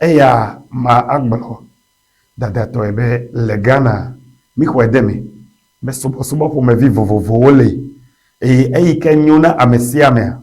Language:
Ewe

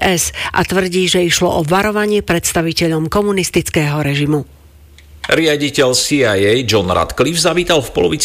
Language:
Slovak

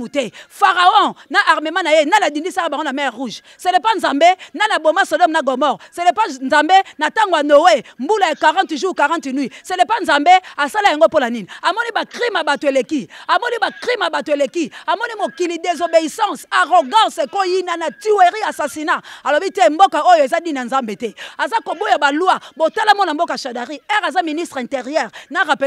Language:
Lingala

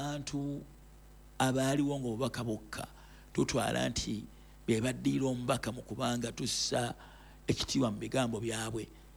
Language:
Ganda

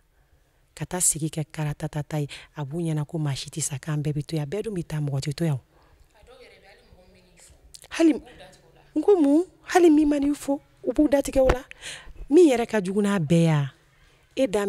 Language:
Bambara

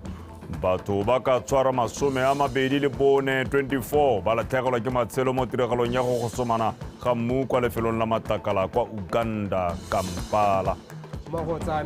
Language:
Tswana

